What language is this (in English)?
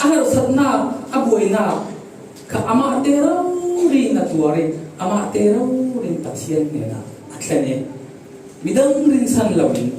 Falam Chin